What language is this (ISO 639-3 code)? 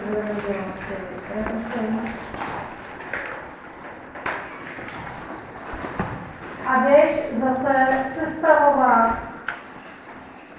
ces